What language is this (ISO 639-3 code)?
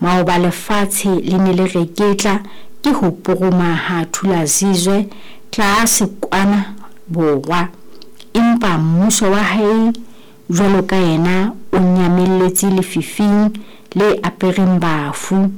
sot